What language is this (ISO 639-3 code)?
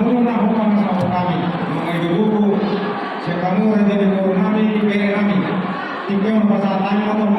bbc